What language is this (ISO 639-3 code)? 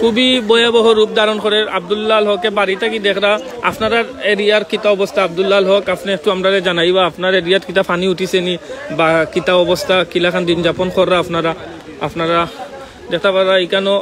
syl